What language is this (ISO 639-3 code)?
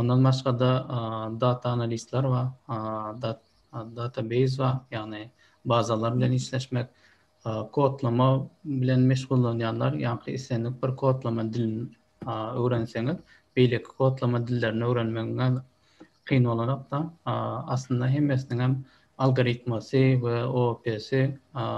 tuk